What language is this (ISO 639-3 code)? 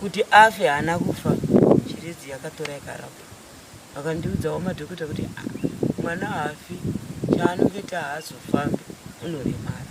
sna